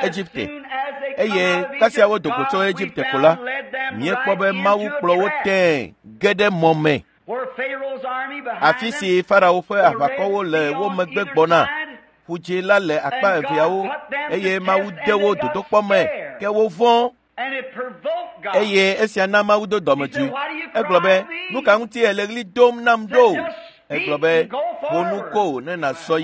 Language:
Ewe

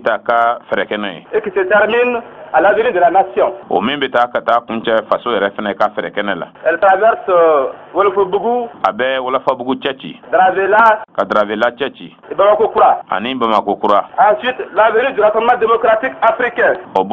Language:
Bambara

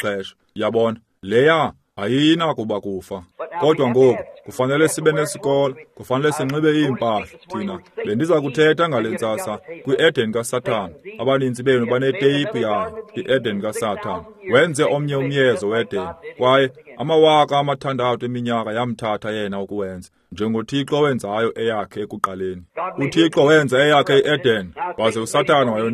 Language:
Xhosa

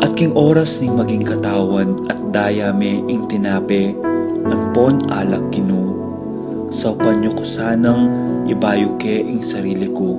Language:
Pampanga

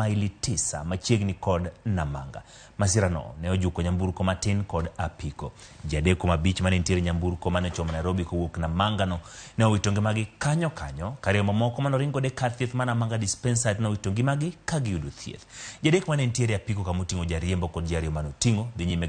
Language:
Luo (Kenya and Tanzania)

